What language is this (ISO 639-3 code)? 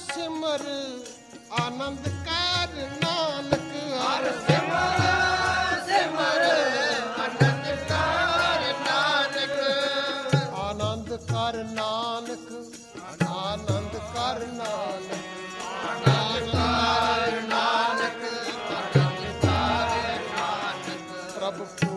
pan